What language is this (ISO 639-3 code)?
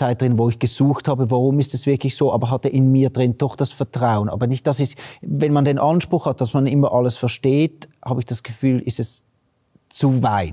gsw